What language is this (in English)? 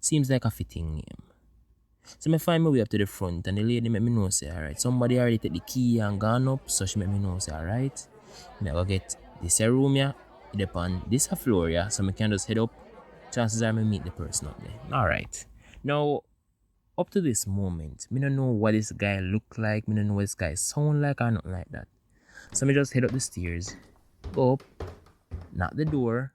Jamaican Creole English